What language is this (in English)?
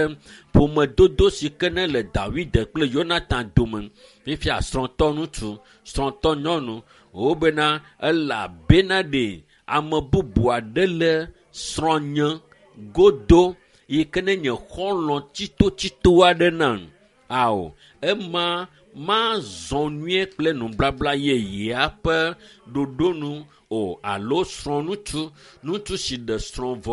Ewe